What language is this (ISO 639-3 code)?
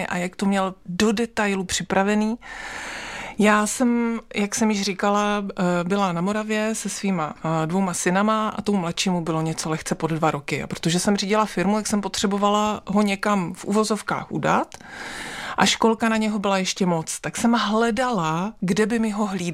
ces